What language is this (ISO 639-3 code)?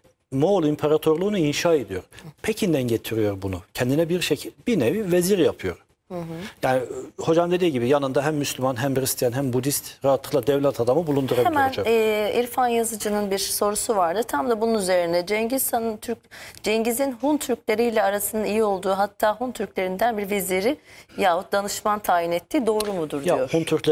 tur